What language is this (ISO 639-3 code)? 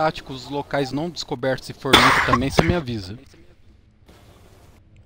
por